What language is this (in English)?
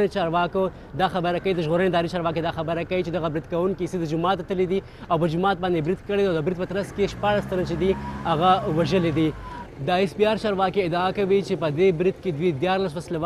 Pashto